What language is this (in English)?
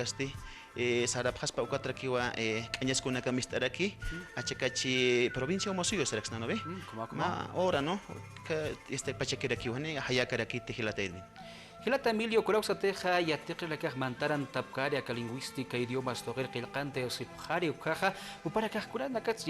Aymara